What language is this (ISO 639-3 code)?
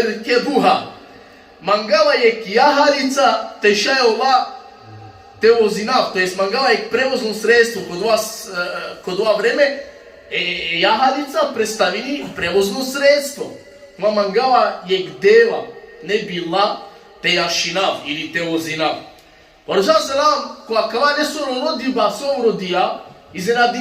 rmn